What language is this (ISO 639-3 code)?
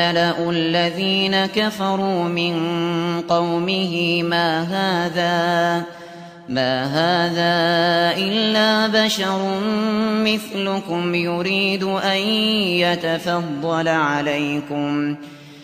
ara